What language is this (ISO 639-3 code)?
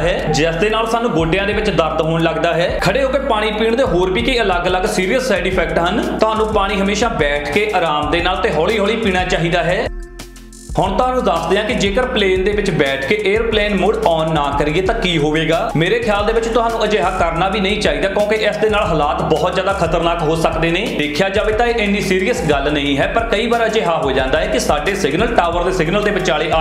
pan